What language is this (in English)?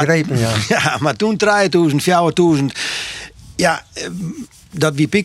Western Frisian